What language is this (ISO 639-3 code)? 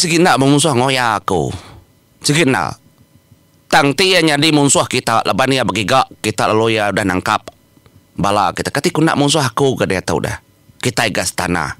iba